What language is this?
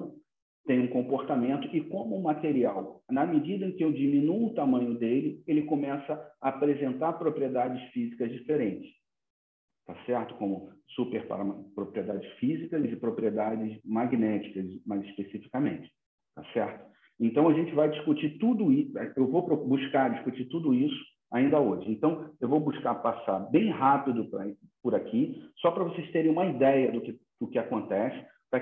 Portuguese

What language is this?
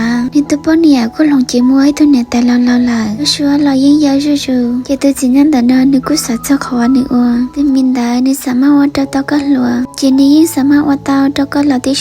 Hmong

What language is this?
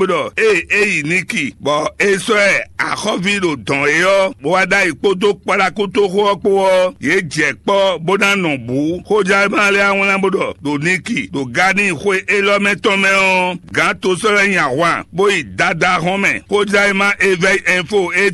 Fon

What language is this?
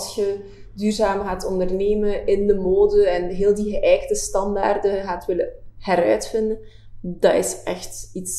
Dutch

